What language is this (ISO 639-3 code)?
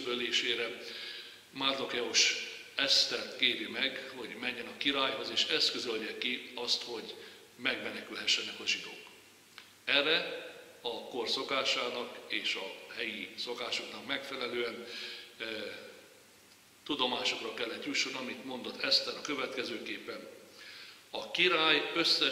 hun